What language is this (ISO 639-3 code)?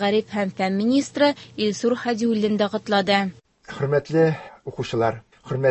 tat